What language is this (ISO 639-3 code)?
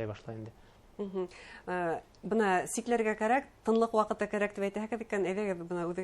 bak